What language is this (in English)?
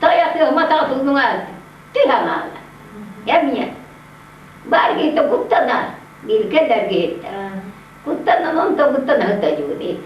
Yakut